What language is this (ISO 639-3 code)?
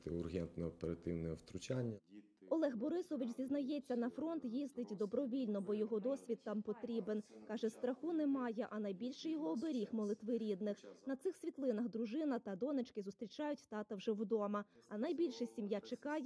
ukr